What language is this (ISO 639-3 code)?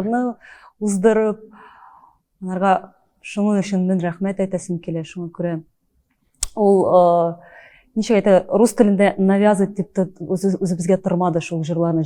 tat